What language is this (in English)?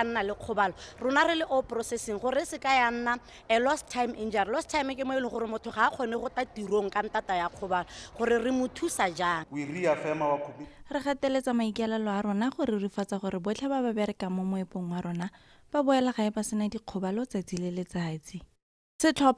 Tswana